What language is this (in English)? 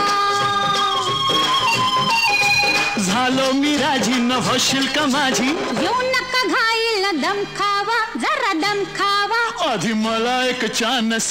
Marathi